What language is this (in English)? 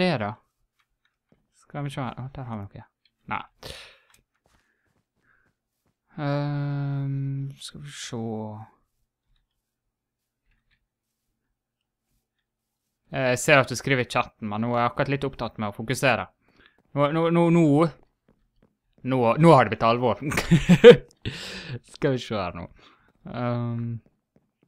Norwegian